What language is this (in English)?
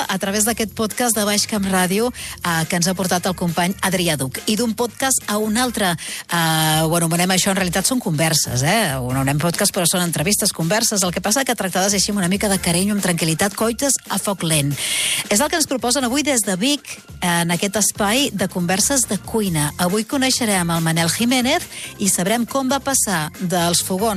Catalan